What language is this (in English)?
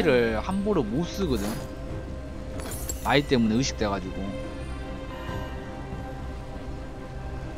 Korean